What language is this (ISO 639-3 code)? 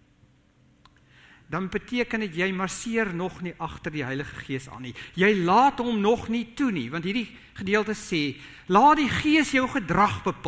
afr